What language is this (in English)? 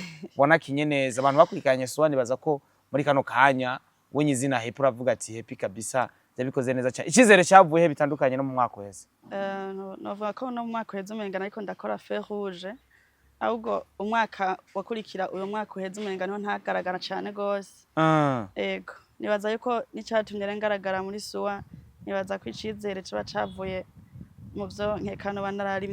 Rundi